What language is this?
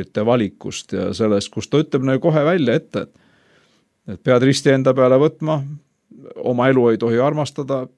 Estonian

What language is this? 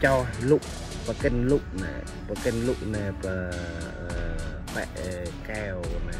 Central Mnong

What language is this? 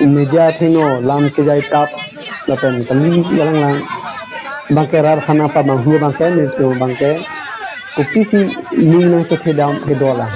Karbi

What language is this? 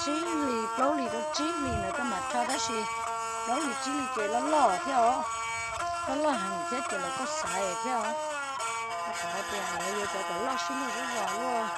Hmong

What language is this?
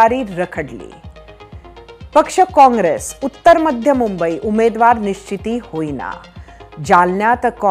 Marathi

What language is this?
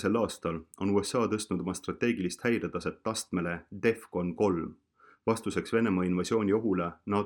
Estonian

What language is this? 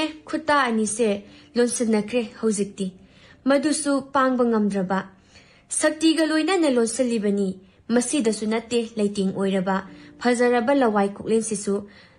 Manipuri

